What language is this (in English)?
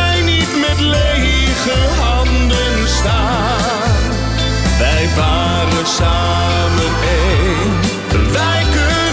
Dutch